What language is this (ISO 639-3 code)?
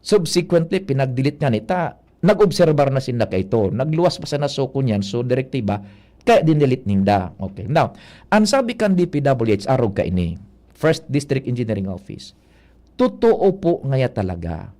bik